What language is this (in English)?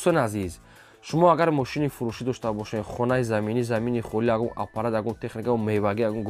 Tajik